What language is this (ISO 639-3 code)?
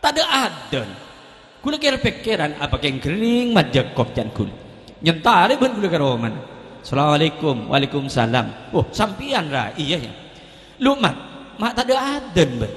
mad